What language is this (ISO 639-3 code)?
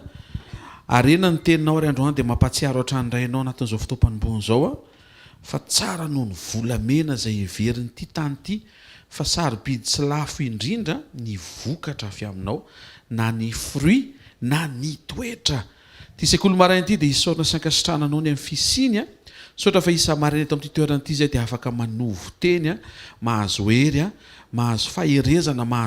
mlg